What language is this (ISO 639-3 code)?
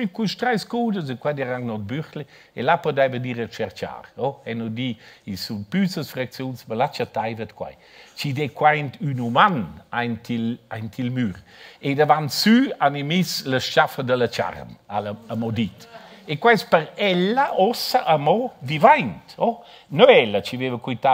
roh